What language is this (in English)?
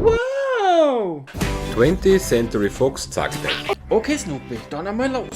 Bavarian